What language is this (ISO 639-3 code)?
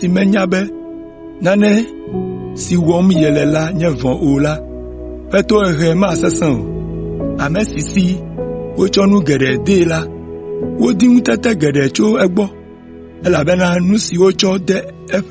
ewe